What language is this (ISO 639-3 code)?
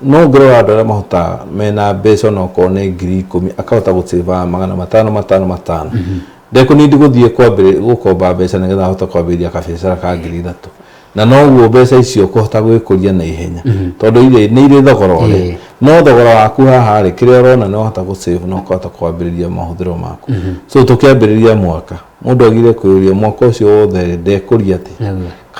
kik